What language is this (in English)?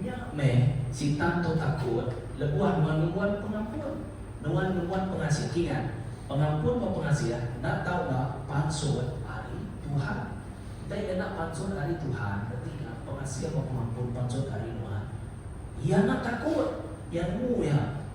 Iban